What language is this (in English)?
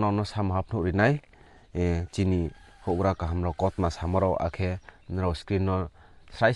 Riang (India)